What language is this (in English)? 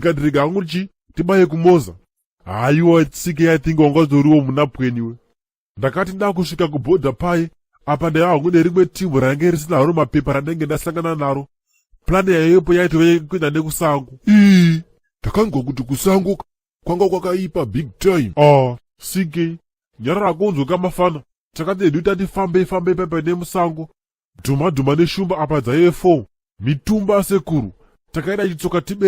Shona